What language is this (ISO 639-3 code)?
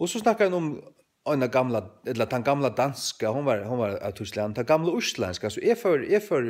fao